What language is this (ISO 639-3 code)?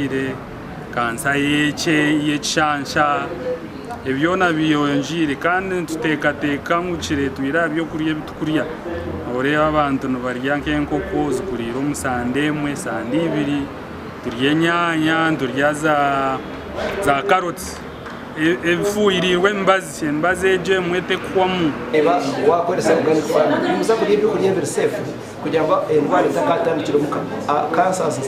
nyn